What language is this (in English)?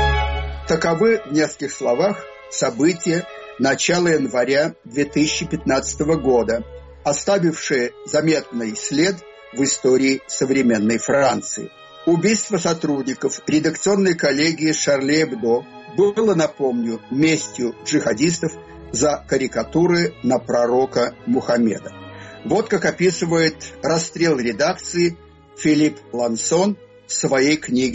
Russian